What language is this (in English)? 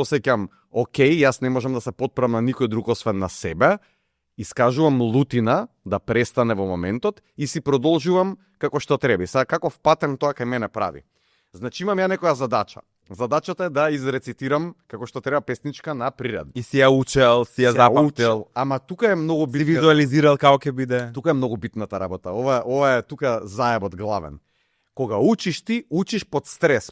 Macedonian